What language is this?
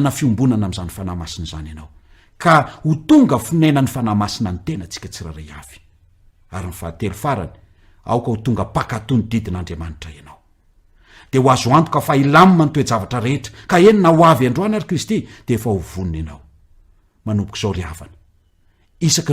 Malagasy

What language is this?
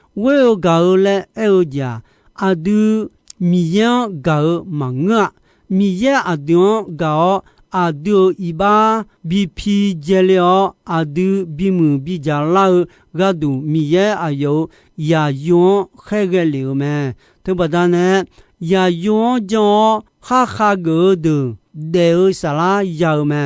Akha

